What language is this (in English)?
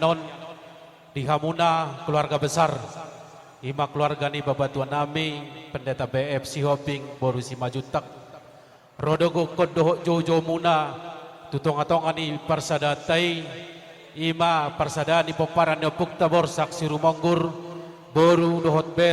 Batak Toba